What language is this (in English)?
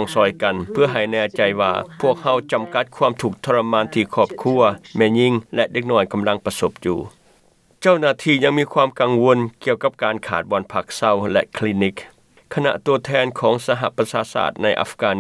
Lao